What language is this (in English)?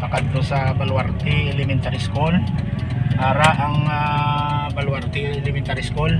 Hiligaynon